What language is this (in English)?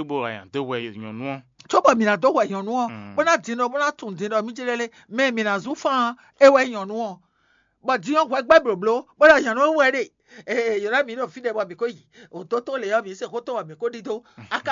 Fon